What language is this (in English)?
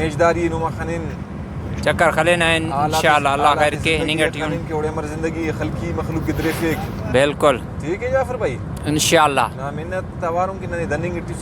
Brahui